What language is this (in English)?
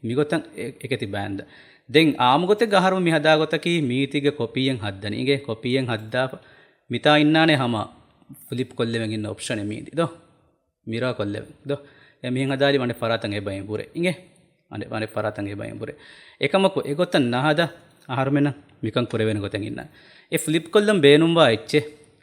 Divehi